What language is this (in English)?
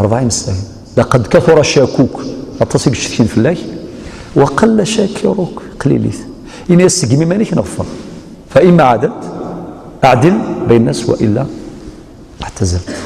Algerian Arabic